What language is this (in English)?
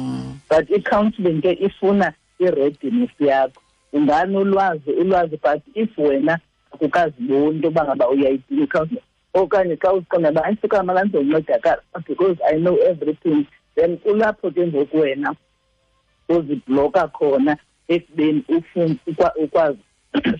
Xhosa